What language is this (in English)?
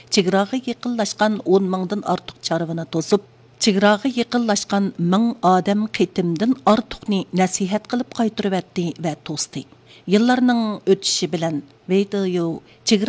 Uyghur